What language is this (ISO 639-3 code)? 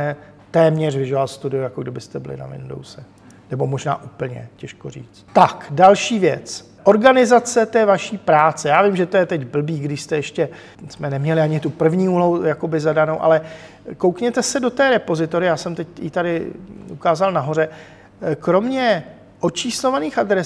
ces